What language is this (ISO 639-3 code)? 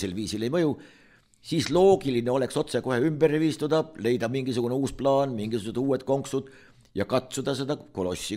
est